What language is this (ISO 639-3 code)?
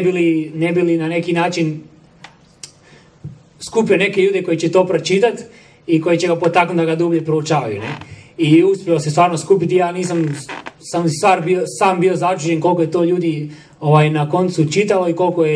hrv